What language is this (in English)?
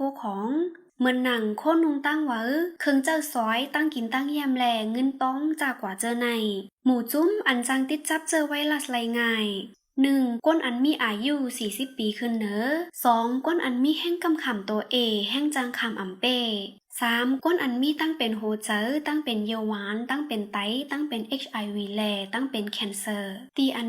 Shan